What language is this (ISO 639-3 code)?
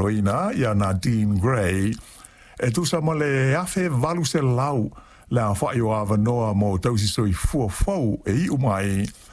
smo